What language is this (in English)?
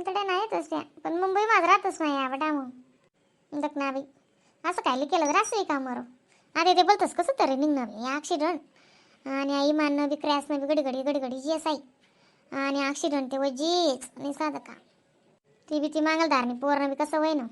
Khandesi